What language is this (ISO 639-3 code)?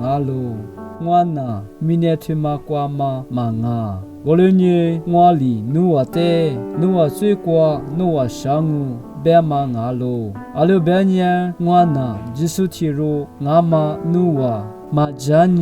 lis